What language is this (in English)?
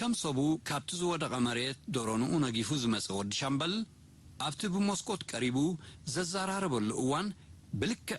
Tigrinya